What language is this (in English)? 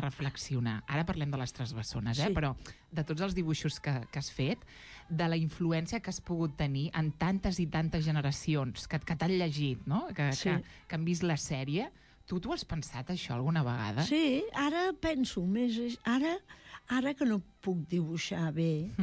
Catalan